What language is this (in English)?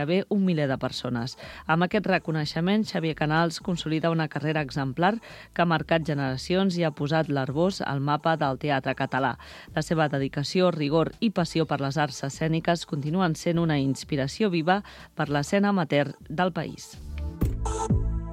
Catalan